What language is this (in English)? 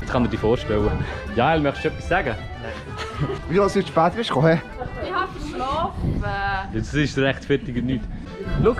Swiss German